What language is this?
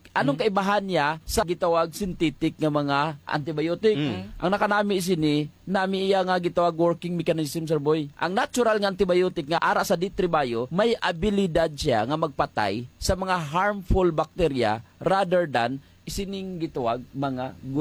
Hiligaynon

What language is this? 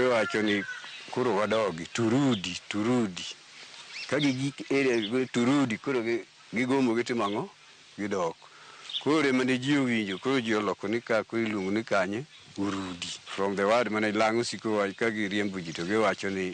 Luo (Kenya and Tanzania)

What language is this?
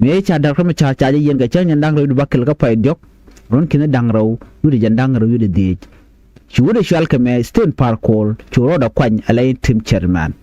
Nuer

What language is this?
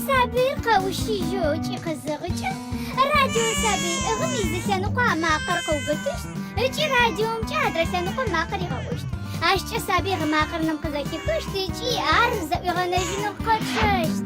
Adyghe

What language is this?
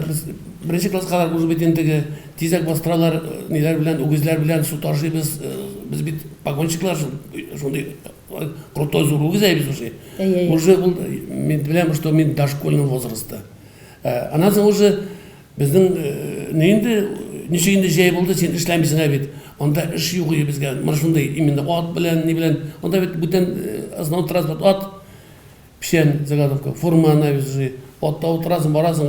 Tatar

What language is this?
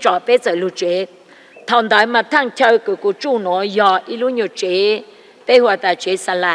Hmong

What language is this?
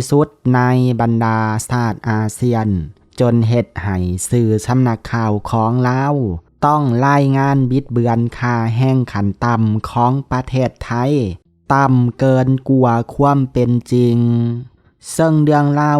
Lao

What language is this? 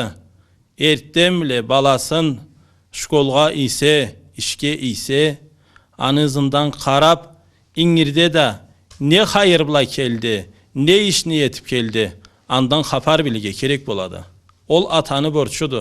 Karachay-Balkar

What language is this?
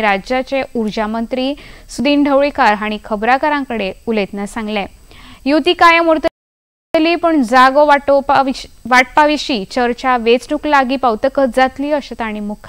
Konkani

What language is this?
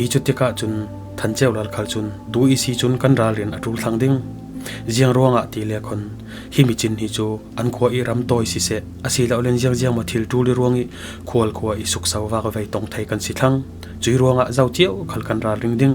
Falam Chin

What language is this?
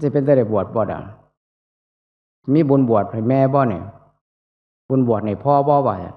Northeastern Thai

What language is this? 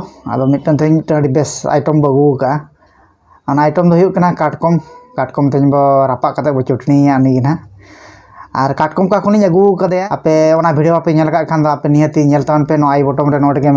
Santali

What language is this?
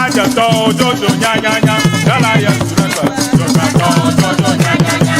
Ewe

